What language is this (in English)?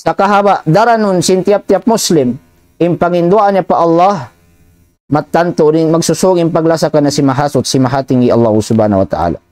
Tausug